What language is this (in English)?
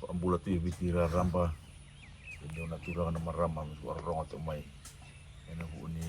Fijian